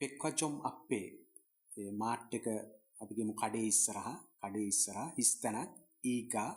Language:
Sinhala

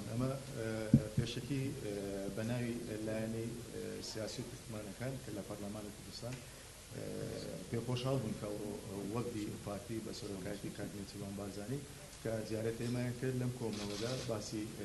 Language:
Central Kurdish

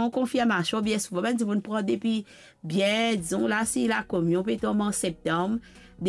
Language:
Morisyen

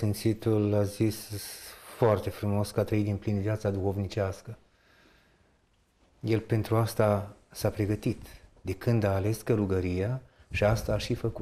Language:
Romanian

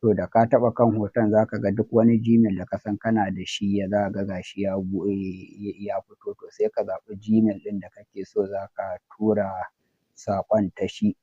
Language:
Hausa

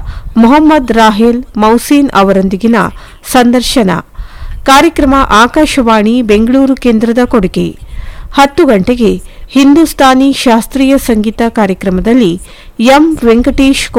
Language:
Kannada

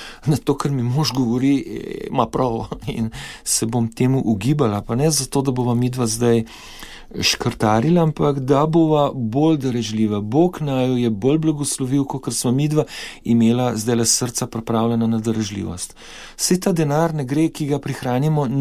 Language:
Slovenian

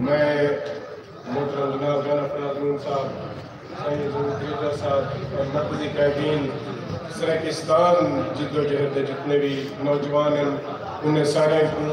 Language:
Saraiki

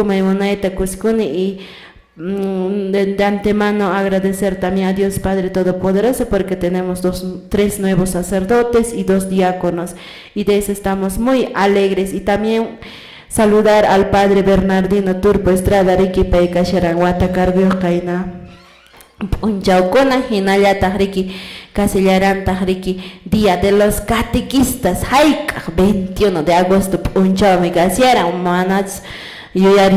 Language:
Quechua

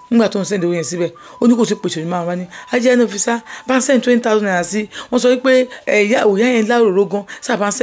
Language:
Yoruba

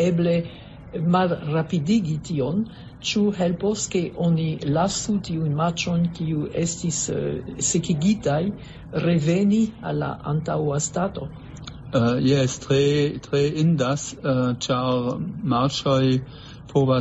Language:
Esperanto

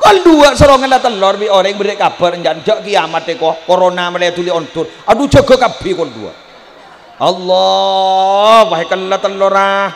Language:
Madurese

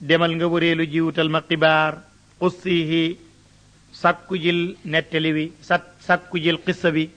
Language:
Wolof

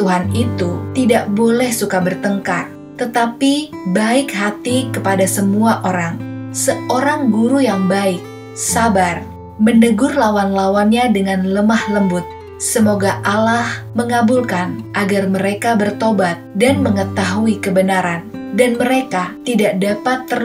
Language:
Indonesian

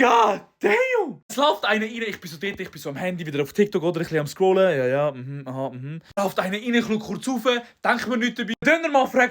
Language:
Swiss German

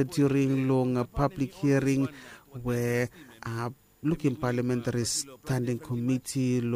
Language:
Bislama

